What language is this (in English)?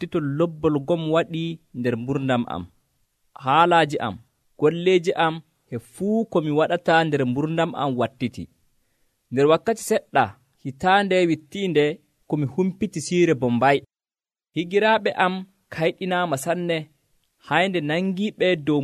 Nigerian Fulfulde